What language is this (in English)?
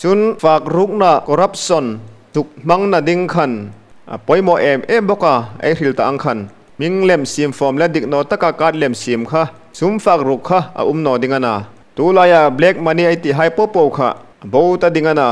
Hmar